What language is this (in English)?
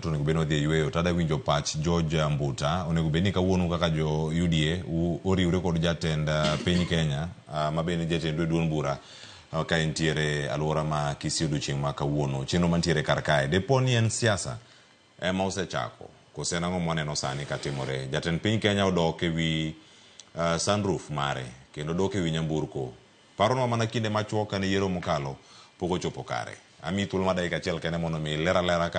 Luo (Kenya and Tanzania)